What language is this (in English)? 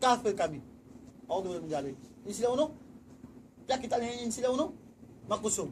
Tausug